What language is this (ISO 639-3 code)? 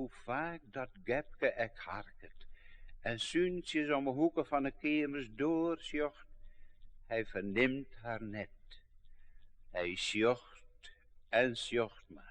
fry